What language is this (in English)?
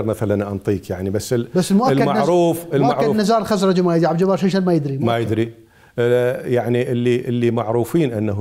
Mesopotamian Arabic